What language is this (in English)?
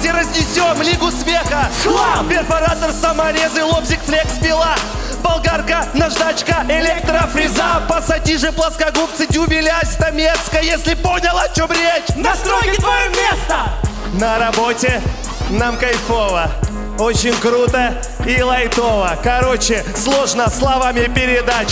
Russian